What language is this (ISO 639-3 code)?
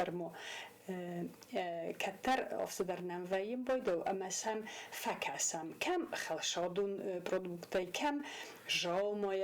oss